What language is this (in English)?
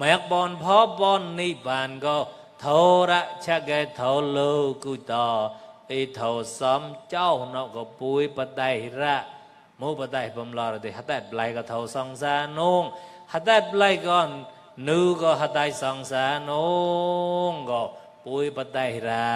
Mon